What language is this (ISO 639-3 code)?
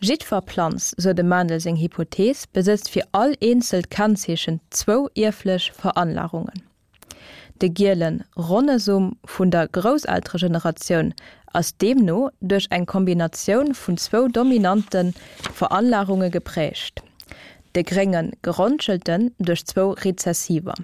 ltz